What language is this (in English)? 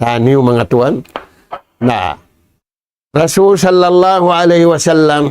Tausug